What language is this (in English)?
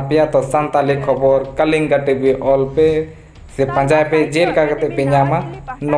Santali